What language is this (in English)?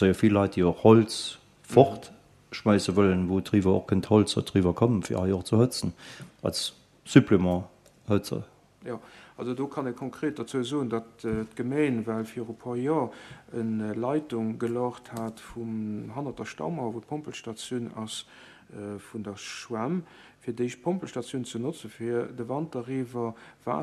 Luxembourgish